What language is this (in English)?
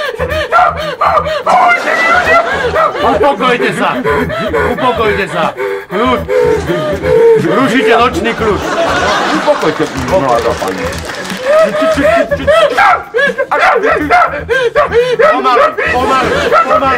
Slovak